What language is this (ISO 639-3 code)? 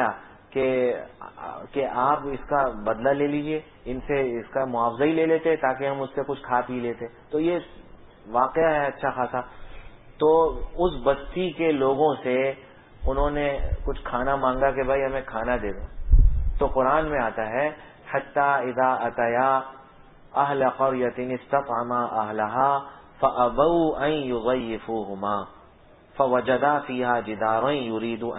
urd